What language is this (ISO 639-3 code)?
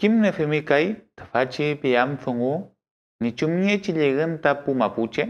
arn